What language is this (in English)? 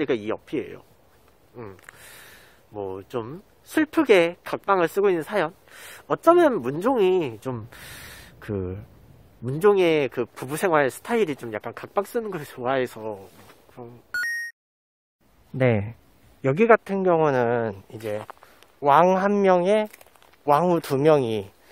Korean